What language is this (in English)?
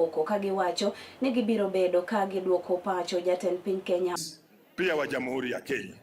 Luo (Kenya and Tanzania)